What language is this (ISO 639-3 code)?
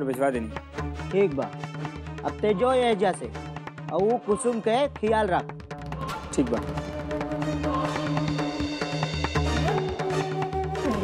bho